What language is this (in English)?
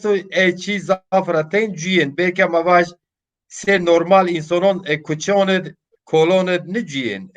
Zaza